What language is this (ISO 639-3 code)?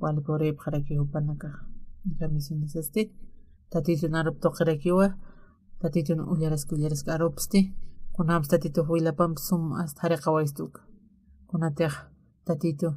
aym